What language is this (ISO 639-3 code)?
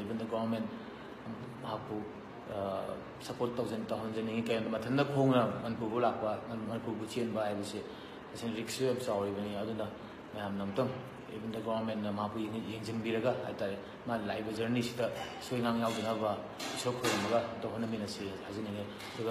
mni